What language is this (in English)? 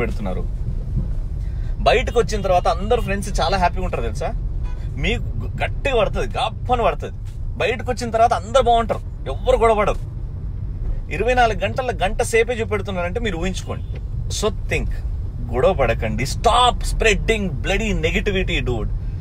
Telugu